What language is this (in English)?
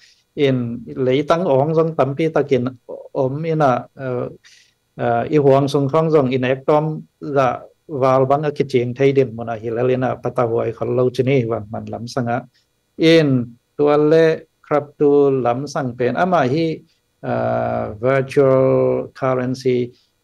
Tedim Chin